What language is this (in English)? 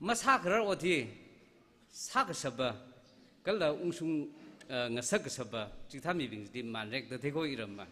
Tangkhul Naga (India)